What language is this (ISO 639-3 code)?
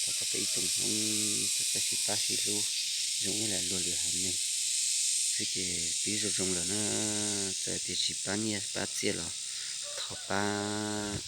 hmn